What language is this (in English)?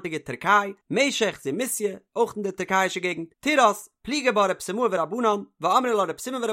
Yiddish